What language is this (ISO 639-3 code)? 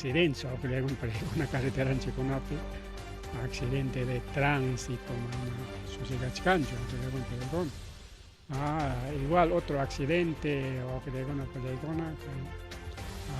quy